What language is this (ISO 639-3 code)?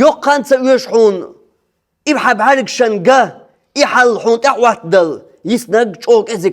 che